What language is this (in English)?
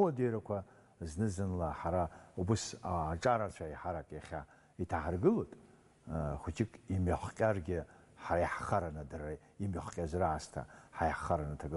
Abkhazian